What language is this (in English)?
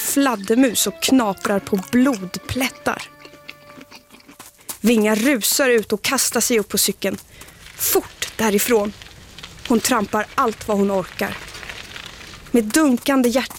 Swedish